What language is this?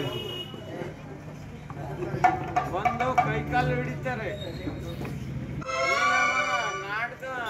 Kannada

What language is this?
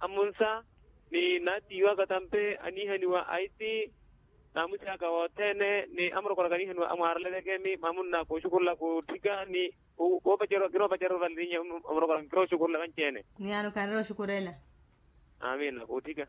Makhuwa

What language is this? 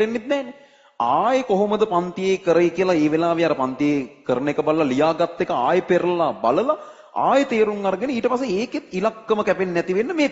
Sinhala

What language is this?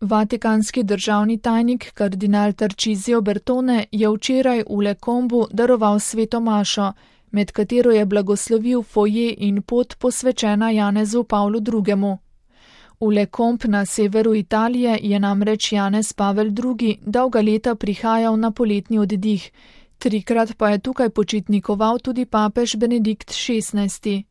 Slovenian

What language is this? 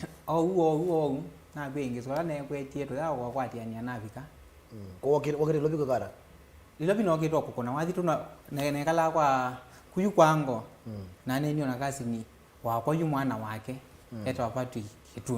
Kamba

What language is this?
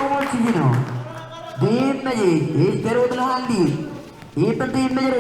Marshallese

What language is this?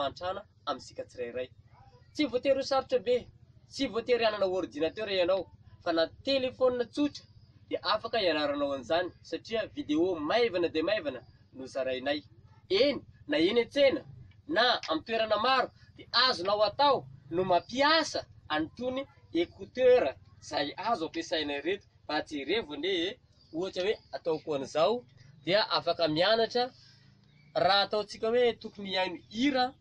Malagasy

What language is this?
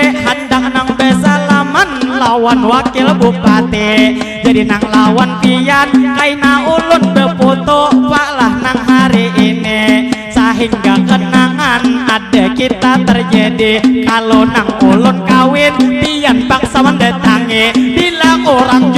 Banjar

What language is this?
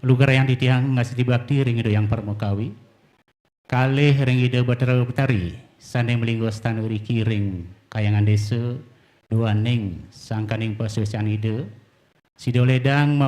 Balinese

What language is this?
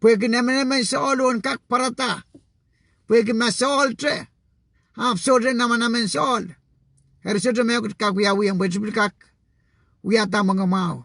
Pohnpeian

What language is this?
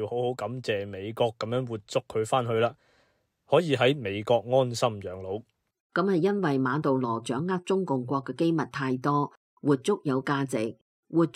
Cantonese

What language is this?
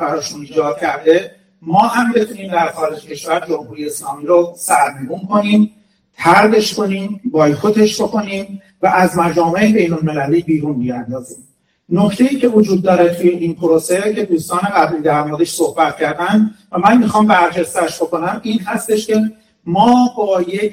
Persian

